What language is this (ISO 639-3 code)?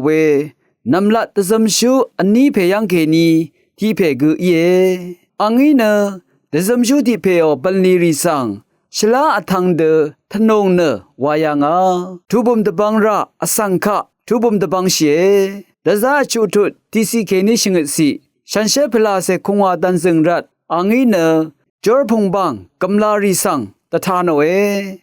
raw